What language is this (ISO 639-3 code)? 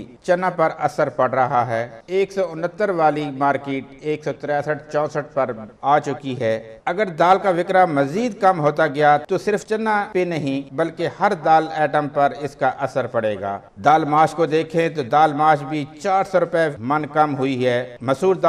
urd